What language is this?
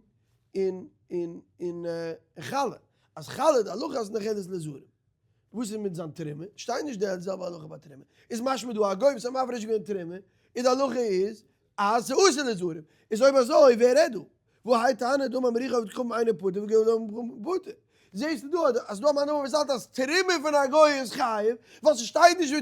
Yiddish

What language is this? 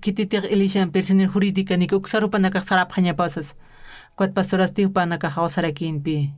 Aymara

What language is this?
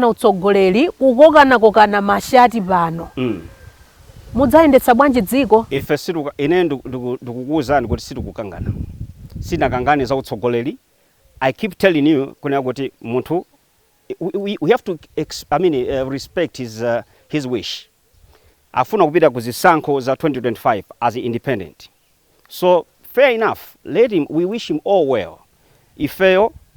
Nyanja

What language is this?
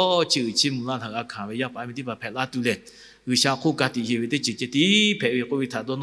Lahu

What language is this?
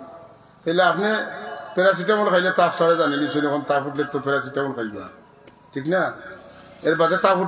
Sylheti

